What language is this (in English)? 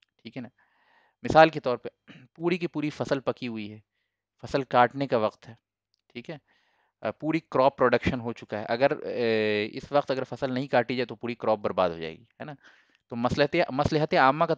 Urdu